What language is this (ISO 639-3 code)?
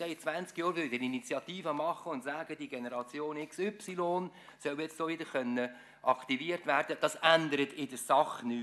deu